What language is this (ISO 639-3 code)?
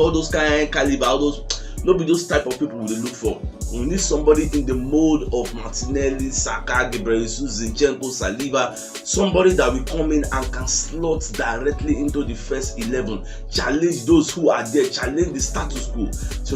pcm